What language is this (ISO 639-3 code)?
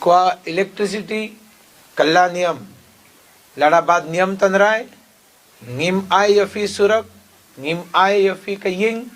kha